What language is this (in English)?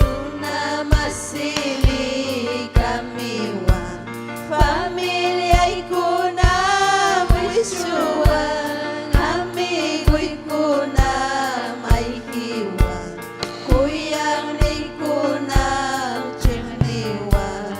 Ayacucho Quechua